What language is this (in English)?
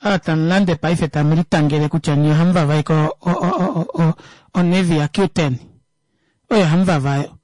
Kuanyama